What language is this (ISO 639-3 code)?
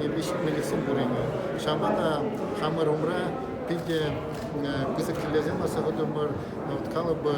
chv